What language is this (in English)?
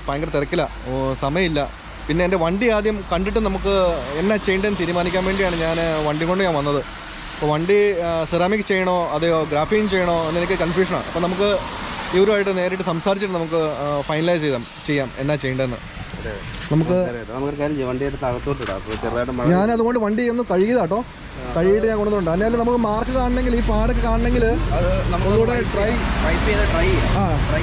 Malayalam